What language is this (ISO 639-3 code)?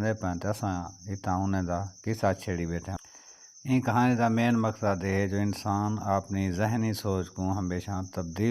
skr